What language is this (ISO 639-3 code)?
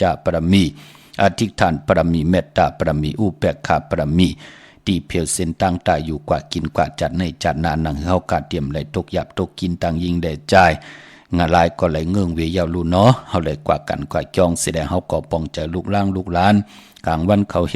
shn